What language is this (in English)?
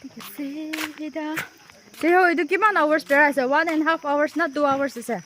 Naga Pidgin